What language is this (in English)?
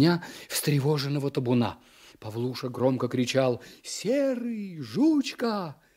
Russian